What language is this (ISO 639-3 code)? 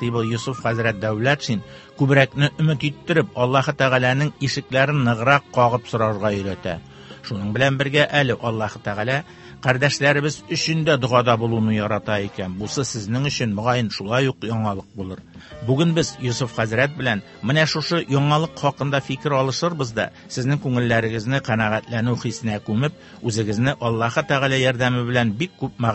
tat